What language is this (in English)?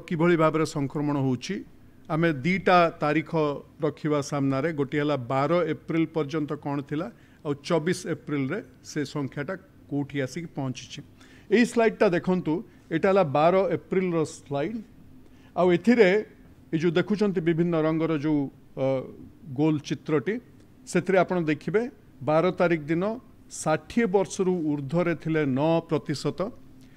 Odia